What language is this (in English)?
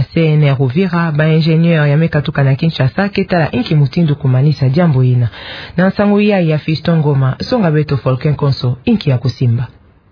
Kituba (Democratic Republic of Congo)